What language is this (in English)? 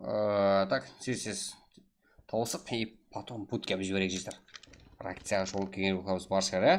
Kara-Kalpak